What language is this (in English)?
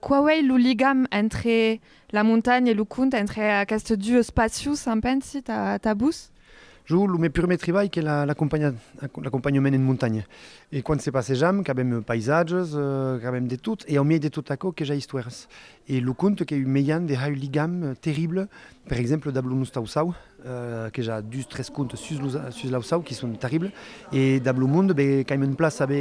Occitan